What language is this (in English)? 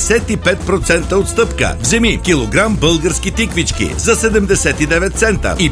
Bulgarian